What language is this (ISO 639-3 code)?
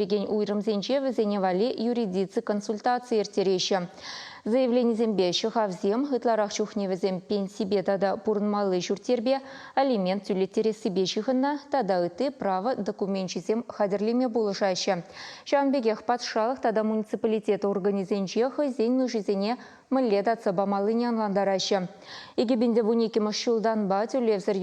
chv